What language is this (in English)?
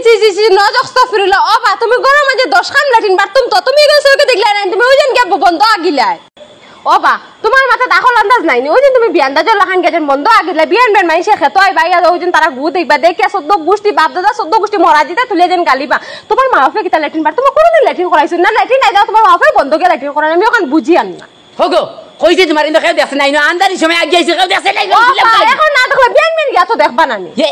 Sylheti